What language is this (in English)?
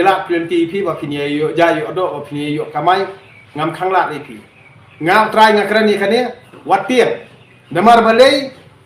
Khasi